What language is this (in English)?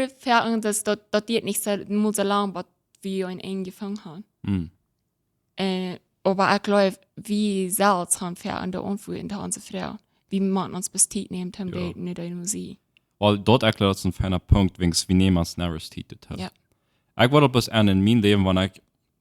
Plautdietsch